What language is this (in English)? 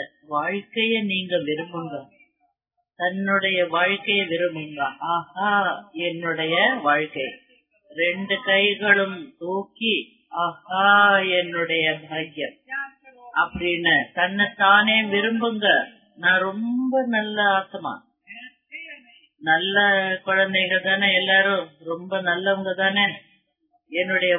Tamil